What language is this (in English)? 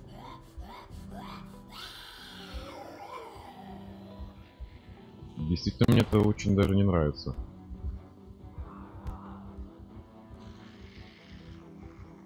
Russian